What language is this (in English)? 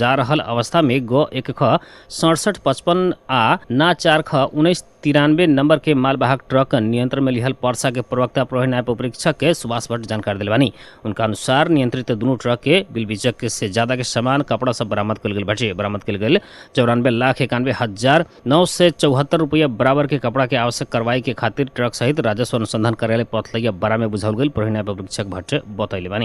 Bhojpuri